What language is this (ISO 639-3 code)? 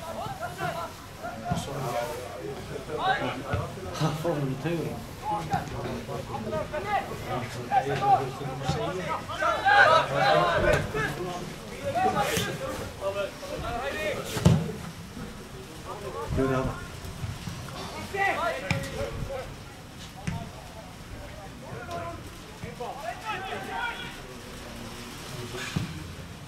isl